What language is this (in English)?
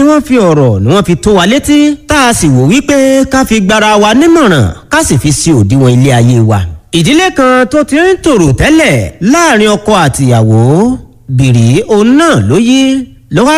Yoruba